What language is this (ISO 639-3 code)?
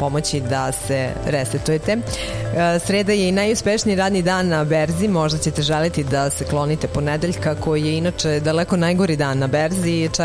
srp